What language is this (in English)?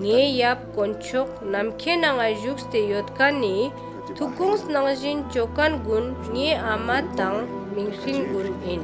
Ladakhi